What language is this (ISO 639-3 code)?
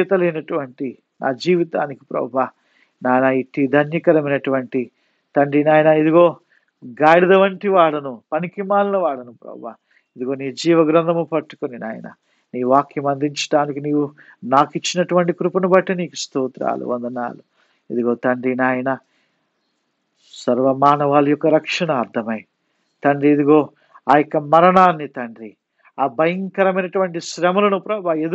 tel